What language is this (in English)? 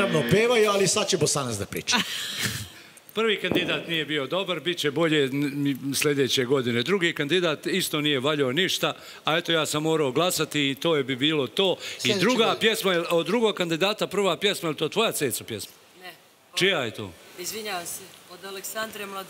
Serbian